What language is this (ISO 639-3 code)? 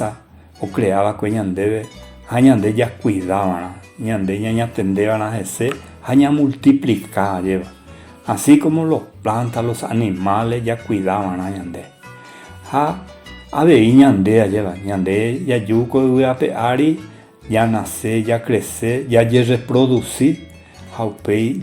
grn